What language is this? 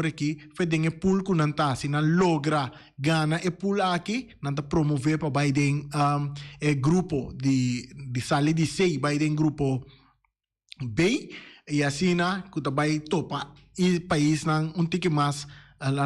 Papiamento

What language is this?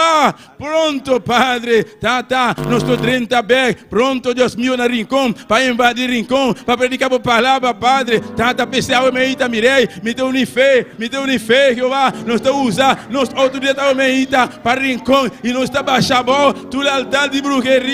Papiamento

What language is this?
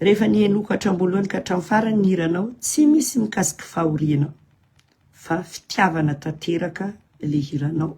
Malagasy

